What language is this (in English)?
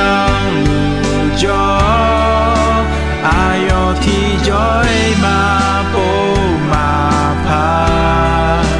Akha